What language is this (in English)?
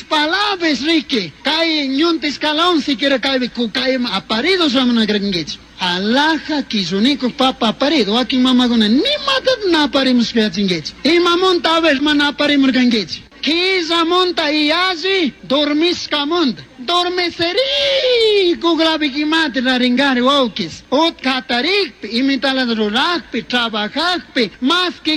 Chimborazo Highland Quichua